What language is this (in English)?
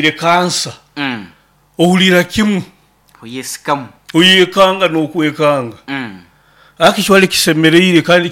Nyoro